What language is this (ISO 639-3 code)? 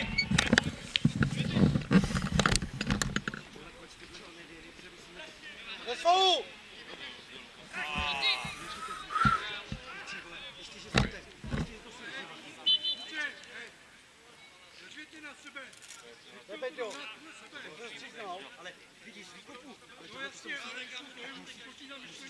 ces